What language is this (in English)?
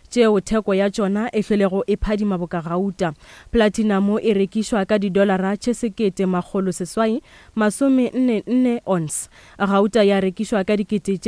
Northern Sotho